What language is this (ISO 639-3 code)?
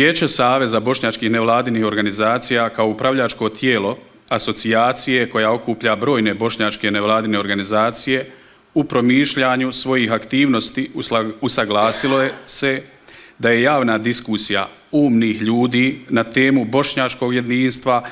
bos